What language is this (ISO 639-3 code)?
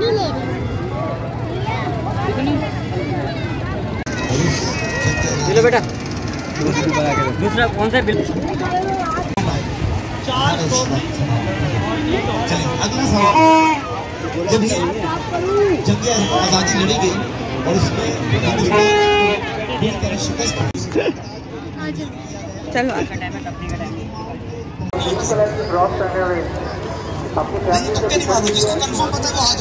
hin